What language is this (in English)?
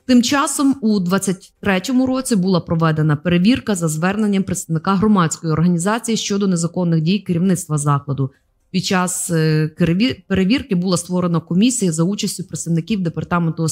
Ukrainian